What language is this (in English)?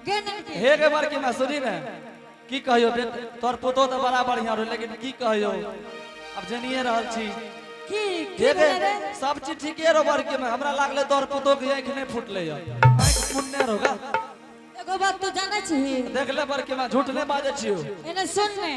Angika